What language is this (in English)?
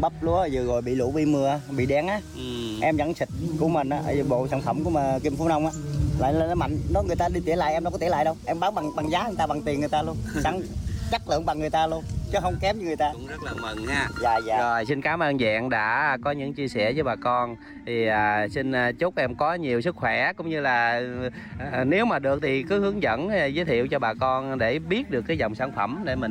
Vietnamese